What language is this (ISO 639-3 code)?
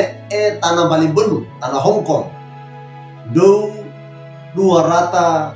wew